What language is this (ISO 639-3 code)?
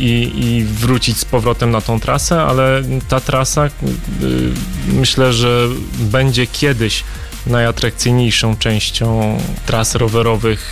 pol